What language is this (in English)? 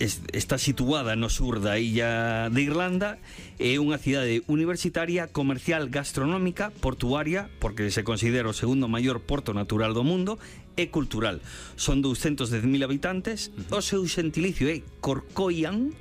Galician